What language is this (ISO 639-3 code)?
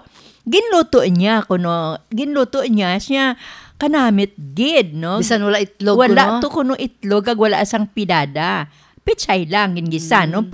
hil